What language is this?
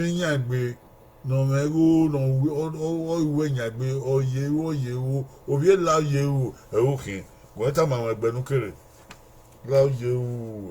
Bini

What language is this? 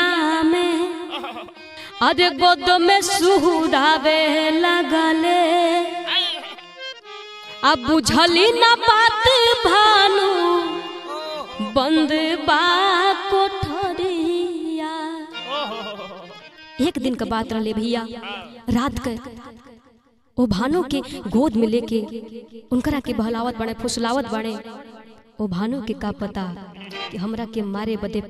Bhojpuri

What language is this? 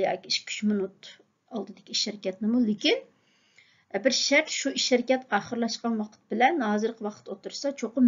Uyghur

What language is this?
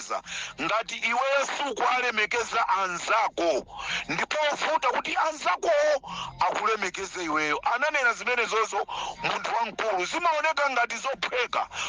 Nyanja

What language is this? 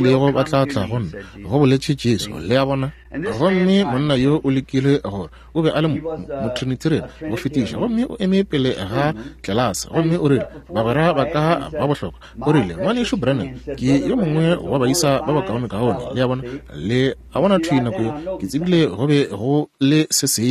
Northern Sotho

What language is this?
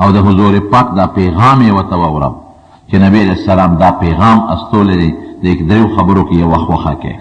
Pashto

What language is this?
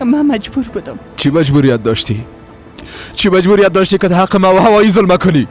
Persian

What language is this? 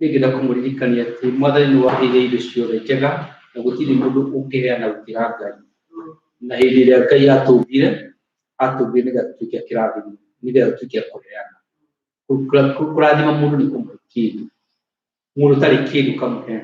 Kikuyu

